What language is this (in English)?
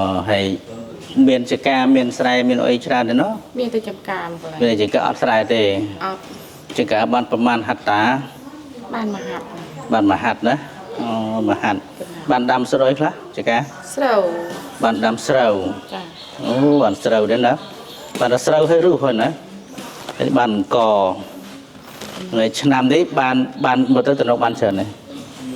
Khmer